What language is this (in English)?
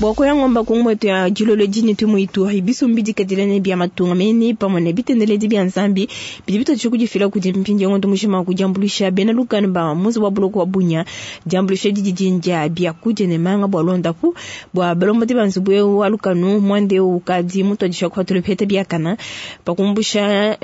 Luba-Lulua